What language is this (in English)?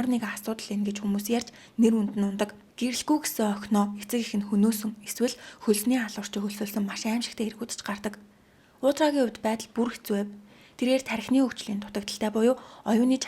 Mongolian